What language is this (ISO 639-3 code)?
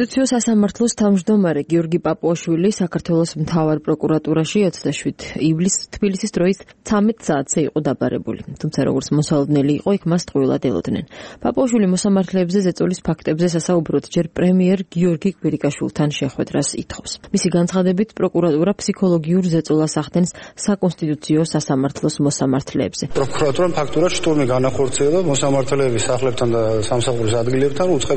kat